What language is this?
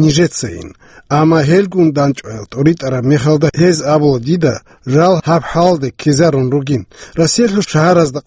Avaric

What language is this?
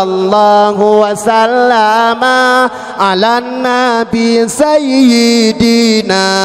Achinese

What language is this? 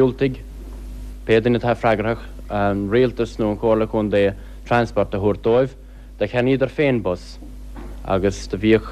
Irish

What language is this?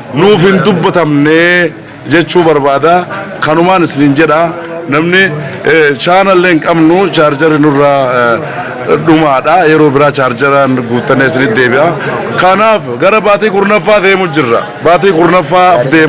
Oromo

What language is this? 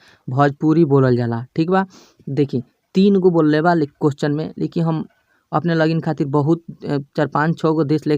Bhojpuri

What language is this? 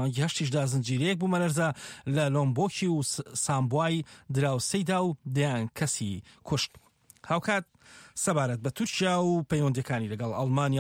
Central Kurdish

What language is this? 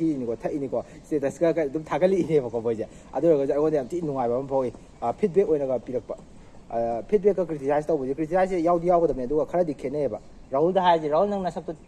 Manipuri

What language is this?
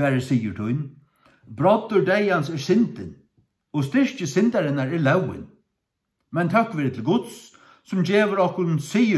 Faroese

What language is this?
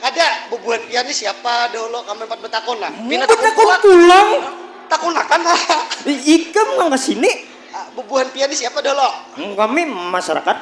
Banjar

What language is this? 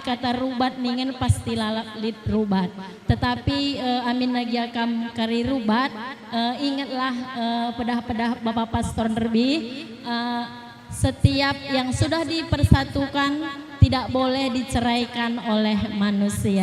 Batak Karo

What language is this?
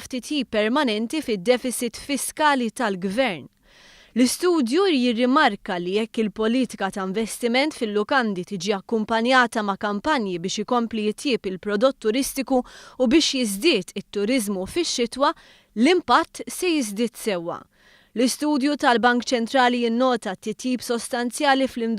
Maltese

